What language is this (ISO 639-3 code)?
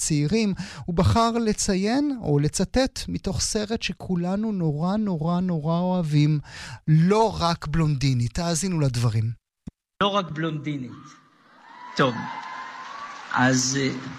heb